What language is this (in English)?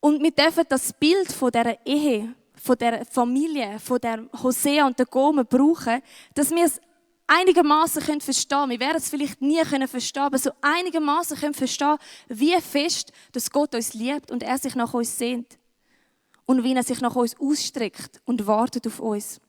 Swiss German